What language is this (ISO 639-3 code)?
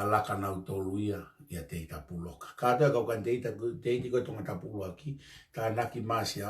ton